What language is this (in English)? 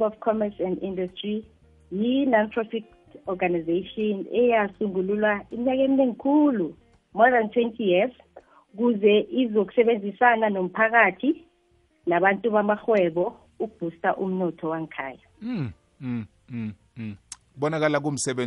South Ndebele